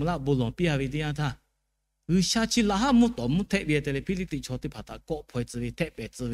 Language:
Lahu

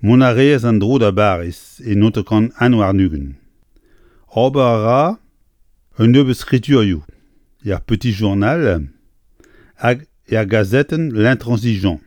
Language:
Breton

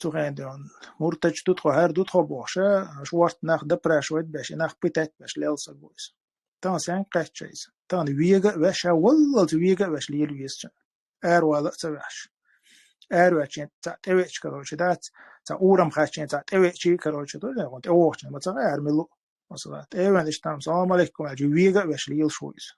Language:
Chechen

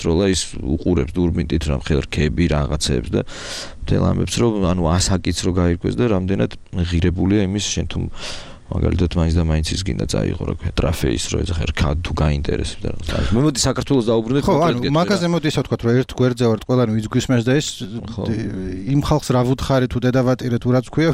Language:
Georgian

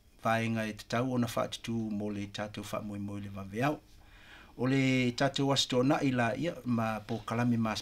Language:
Samoan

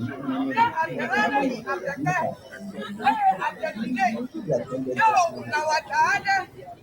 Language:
Ewe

